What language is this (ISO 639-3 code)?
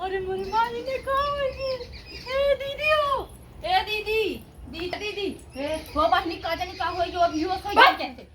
awa